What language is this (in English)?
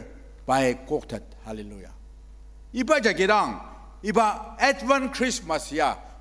Ao Naga